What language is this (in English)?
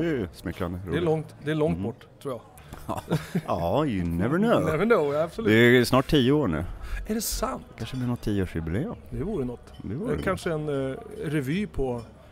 Swedish